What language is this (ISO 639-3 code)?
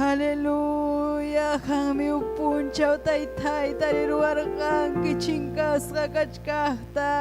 quy